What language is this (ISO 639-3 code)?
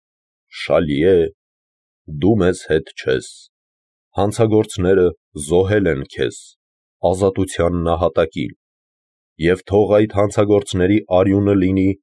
hye